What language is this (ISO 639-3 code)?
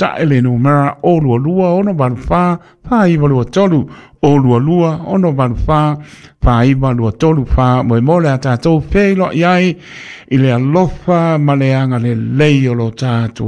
smo